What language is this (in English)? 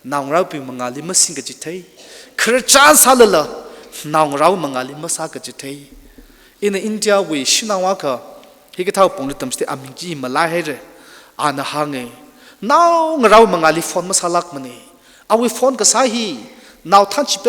Tangkhul Naga (India)